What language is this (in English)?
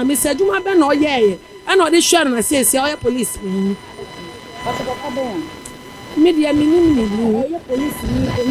Akan